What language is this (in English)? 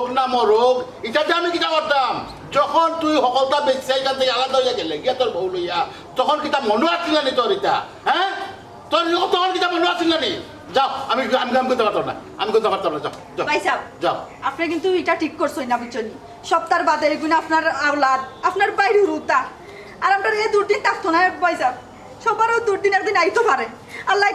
Sylheti